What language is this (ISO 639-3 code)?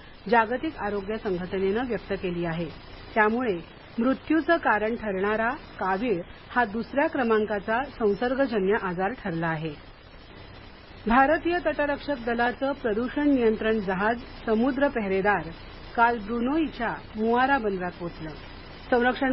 mar